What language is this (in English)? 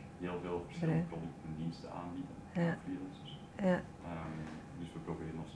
Dutch